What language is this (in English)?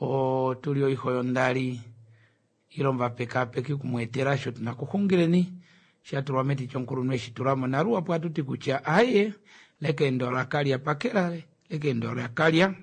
Kuanyama